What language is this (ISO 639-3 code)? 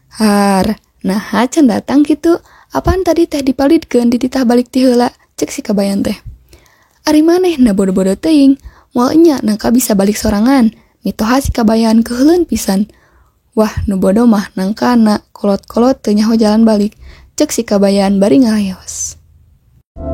sun